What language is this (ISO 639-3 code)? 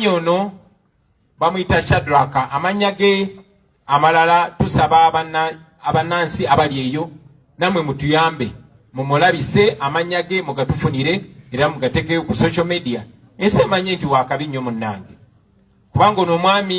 lug